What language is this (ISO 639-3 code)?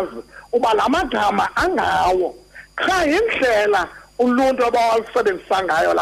xho